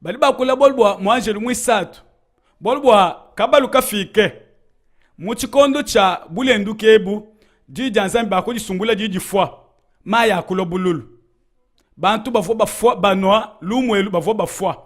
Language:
Luba-Lulua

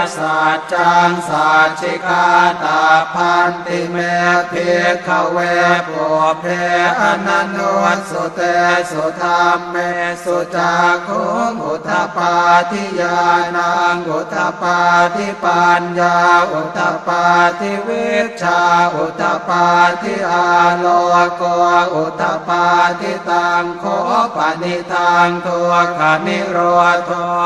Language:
Pali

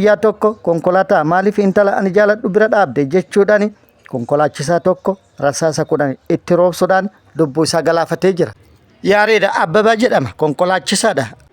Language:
Oromo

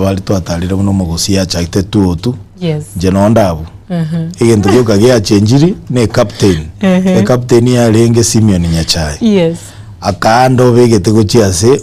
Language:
Gusii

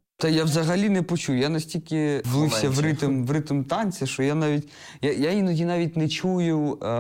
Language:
Ukrainian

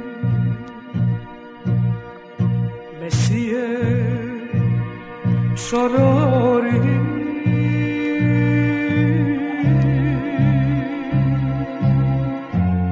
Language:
Serbian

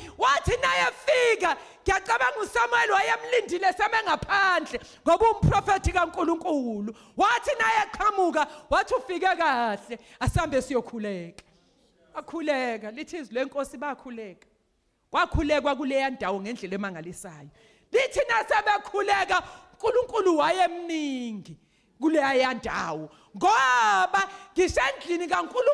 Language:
Zulu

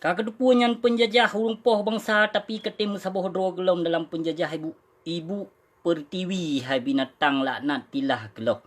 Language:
Achinese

